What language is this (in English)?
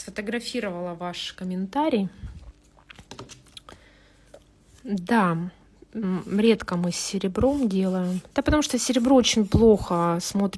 Russian